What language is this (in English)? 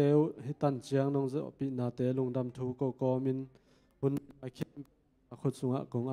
Tedim Chin